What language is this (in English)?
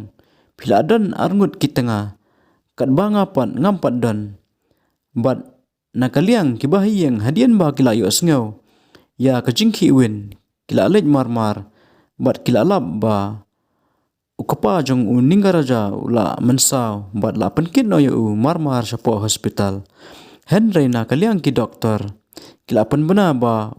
Khasi